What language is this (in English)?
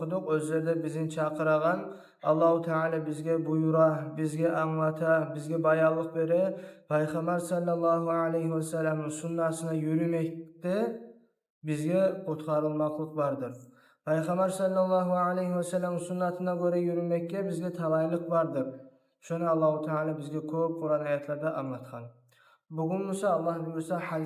Kumyk